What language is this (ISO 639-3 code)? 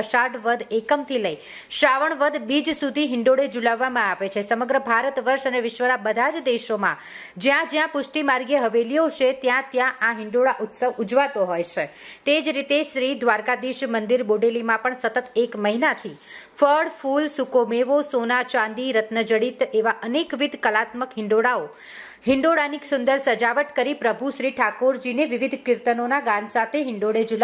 guj